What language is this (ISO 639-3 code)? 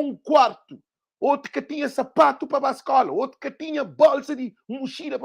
kea